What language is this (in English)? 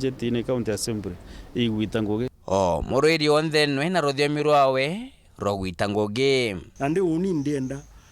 Meru